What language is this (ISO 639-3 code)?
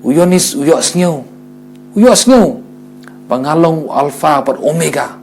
kha